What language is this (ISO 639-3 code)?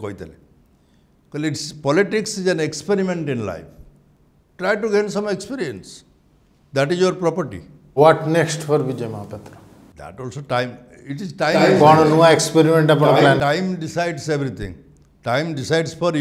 ori